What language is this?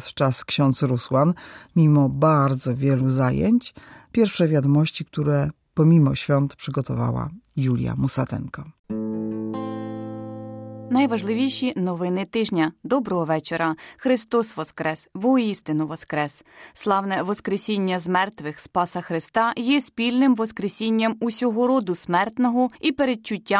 Ukrainian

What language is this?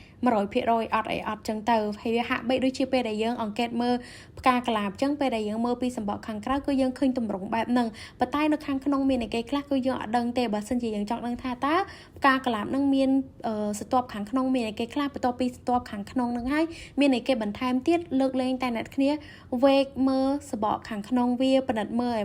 Khmer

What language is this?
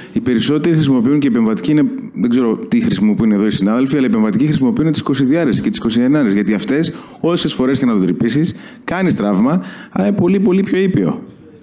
Greek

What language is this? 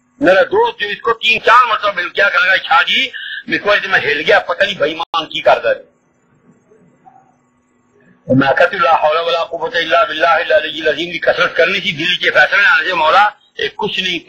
Urdu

